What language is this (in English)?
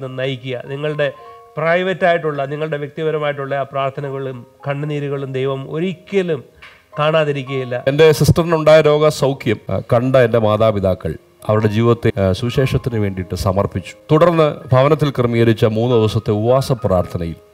Malayalam